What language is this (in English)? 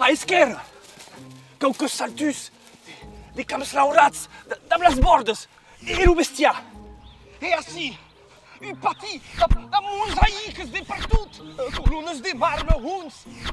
Occitan